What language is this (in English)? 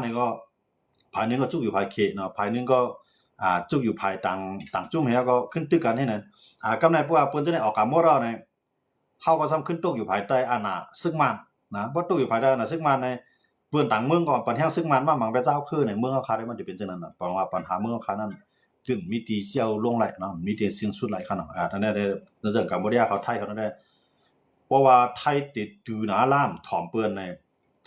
Shan